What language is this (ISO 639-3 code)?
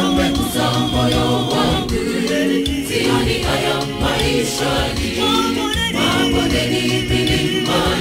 swa